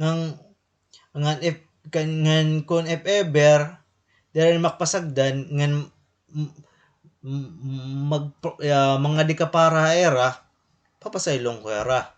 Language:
Waray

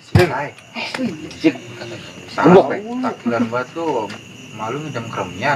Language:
Betawi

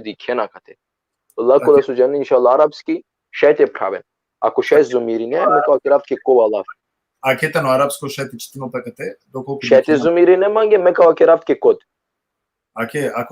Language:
Balkan Romani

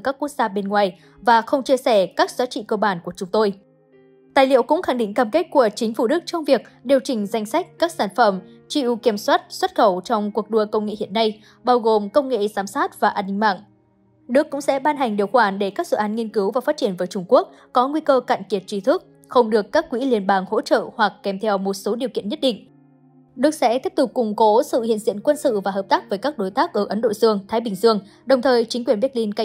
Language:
Vietnamese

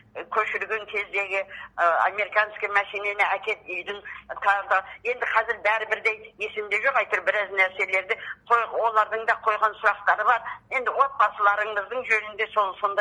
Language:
Kazakh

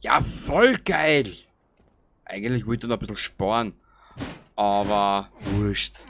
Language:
Bavarian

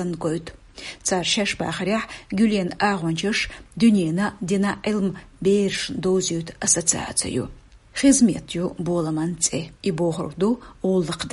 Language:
Chechen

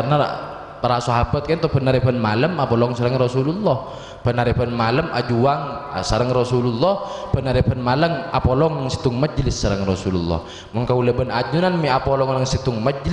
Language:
Madurese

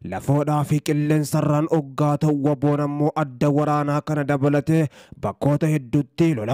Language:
Oromo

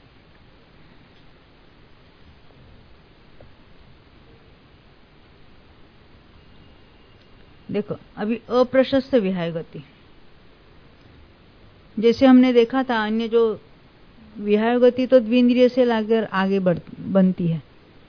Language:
Hindi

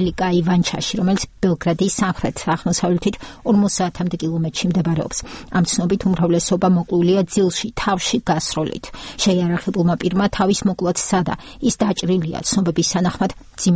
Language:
Georgian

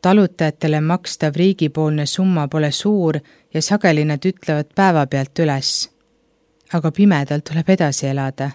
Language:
Estonian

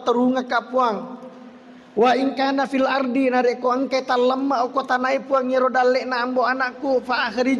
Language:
Buginese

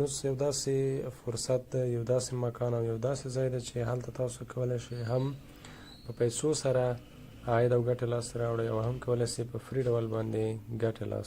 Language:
Pashto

